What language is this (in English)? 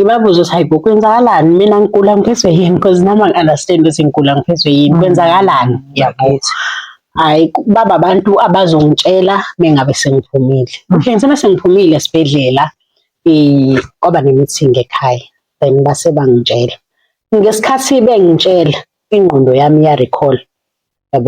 Zulu